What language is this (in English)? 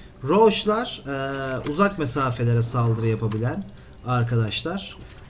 Turkish